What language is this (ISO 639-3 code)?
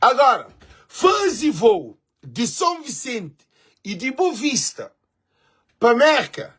kea